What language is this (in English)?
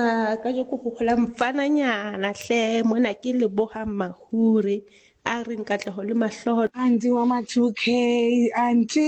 Southern Sotho